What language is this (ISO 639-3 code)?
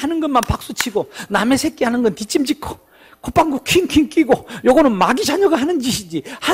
kor